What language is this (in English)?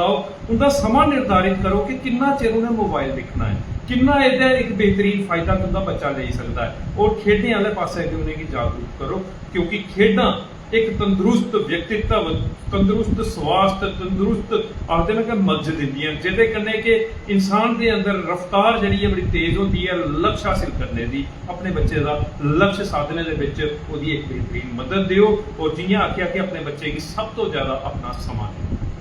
Dogri